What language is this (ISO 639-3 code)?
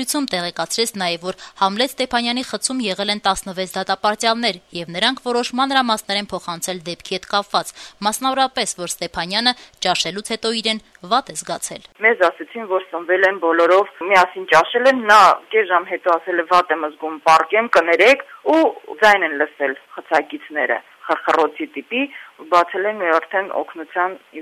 hye